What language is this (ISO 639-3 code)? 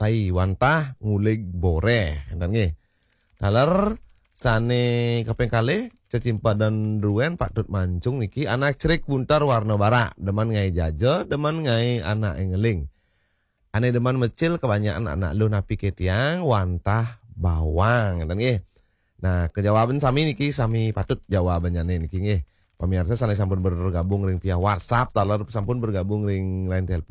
ban